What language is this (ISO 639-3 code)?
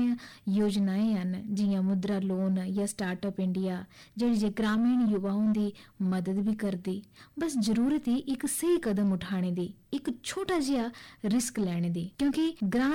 pan